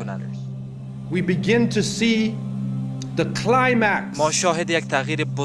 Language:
Tajik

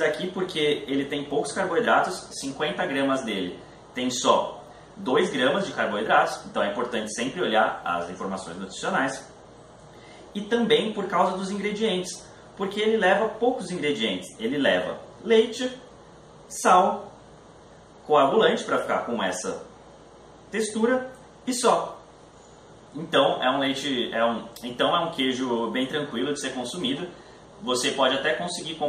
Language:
Portuguese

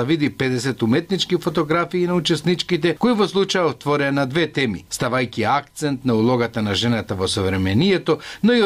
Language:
Macedonian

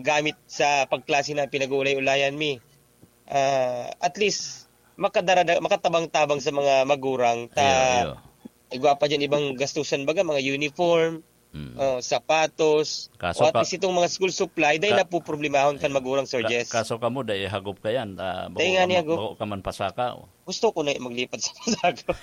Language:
Bikol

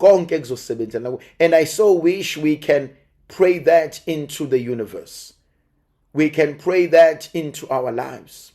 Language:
Zulu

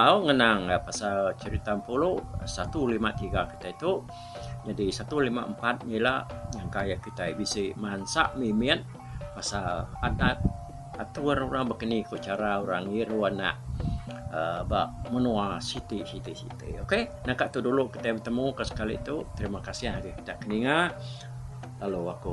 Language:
Iban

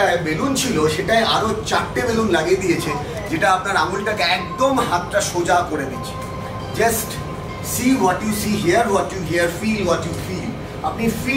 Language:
Bangla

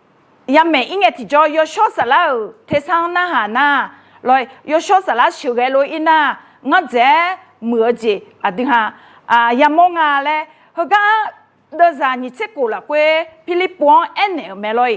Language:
Akha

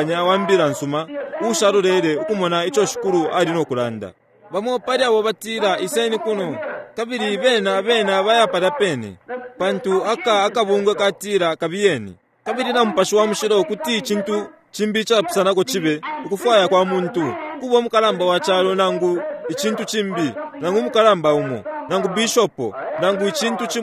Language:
Bemba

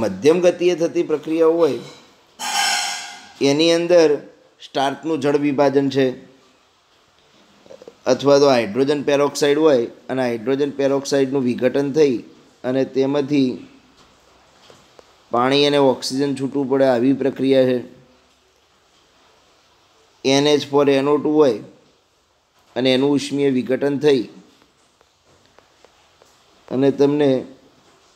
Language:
Gujarati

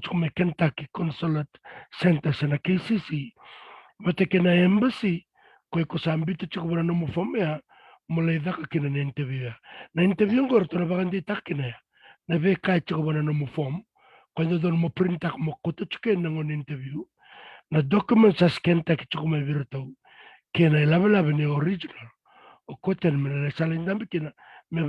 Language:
Fijian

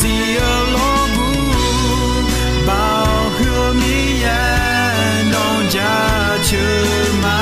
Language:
Akha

